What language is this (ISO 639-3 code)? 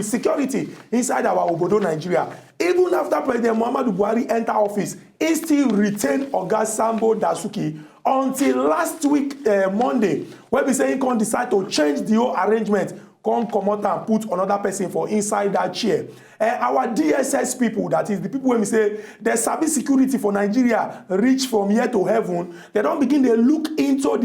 pcm